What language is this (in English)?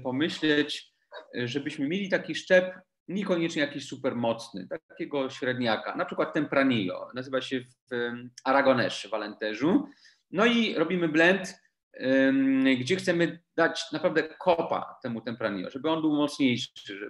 Polish